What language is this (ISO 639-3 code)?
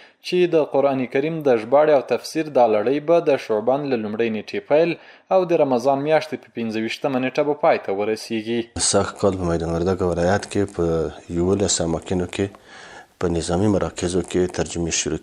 pus